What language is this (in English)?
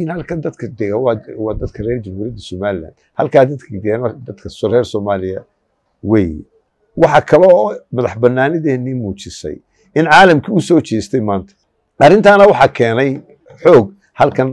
Somali